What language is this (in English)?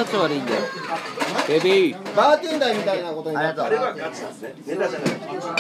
Japanese